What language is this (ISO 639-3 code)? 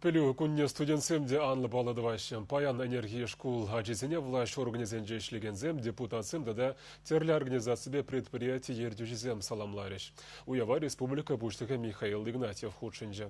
chv